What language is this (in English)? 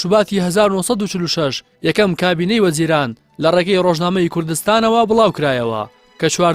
Central Kurdish